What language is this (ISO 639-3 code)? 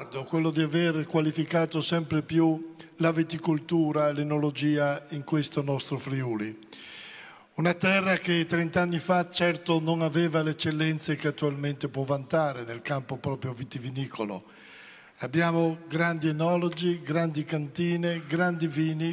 ita